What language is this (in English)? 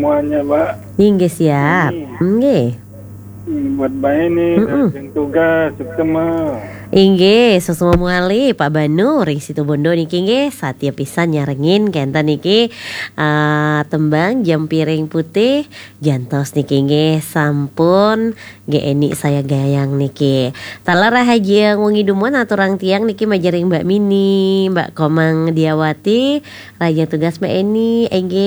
Balinese